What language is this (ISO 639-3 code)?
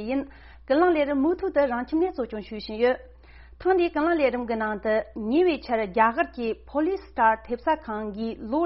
bod